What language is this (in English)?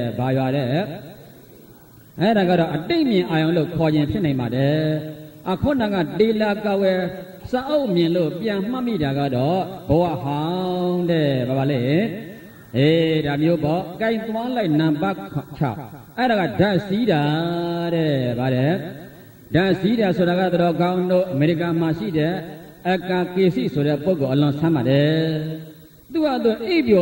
Burmese